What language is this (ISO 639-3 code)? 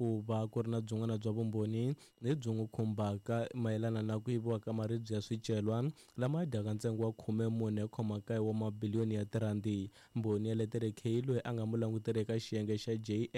tso